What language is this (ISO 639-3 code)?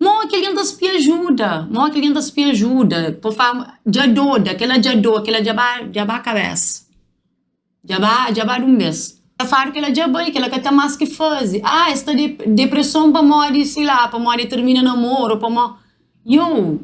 kea